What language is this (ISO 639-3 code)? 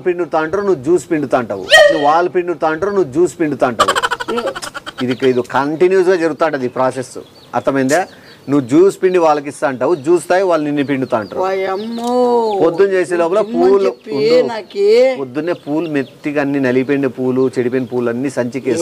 tel